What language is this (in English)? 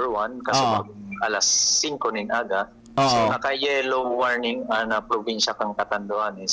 Bikol